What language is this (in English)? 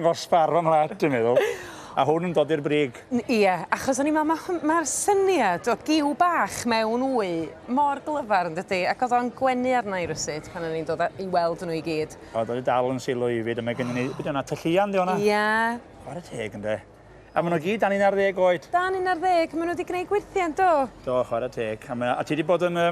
Welsh